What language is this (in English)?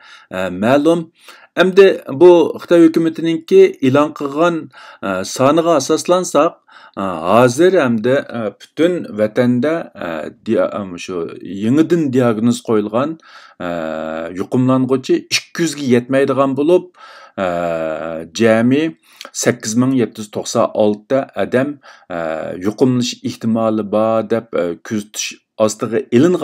Uyghur